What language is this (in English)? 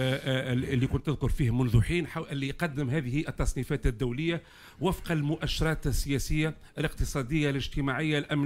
Tunisian Arabic